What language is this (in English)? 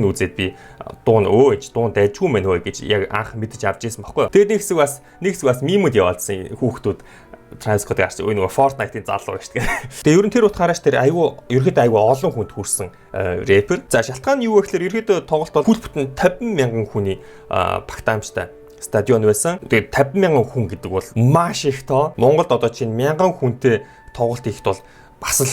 Mongolian